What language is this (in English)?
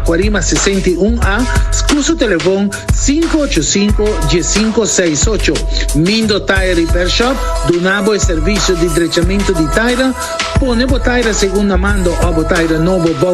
Papiamento